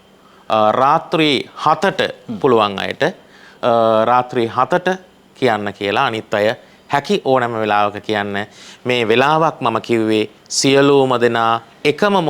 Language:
Sinhala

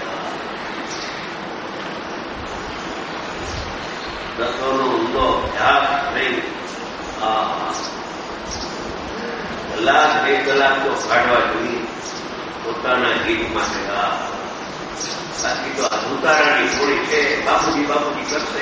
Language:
Gujarati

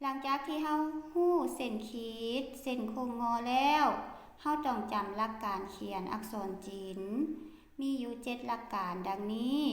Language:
Lao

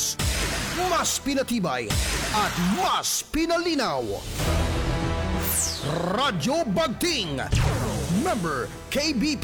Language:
Filipino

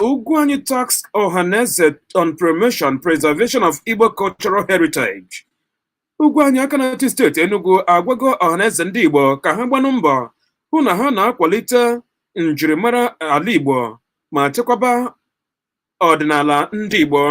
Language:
Igbo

